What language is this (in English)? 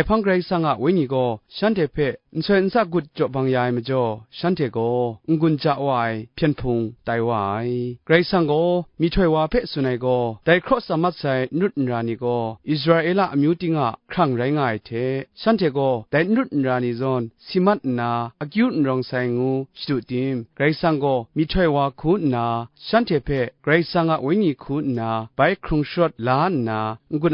Kachin